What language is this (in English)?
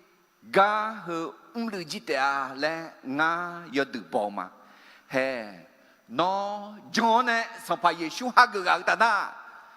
Akha